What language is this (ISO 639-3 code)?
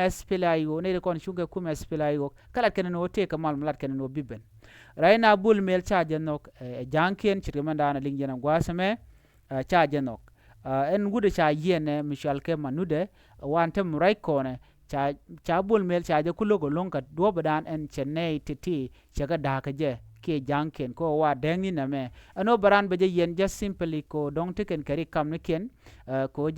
nus